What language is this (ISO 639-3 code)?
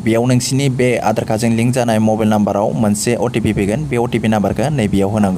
brx